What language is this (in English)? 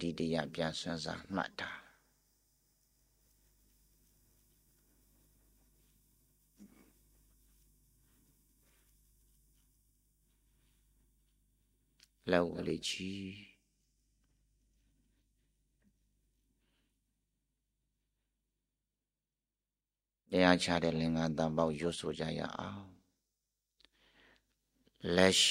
Burmese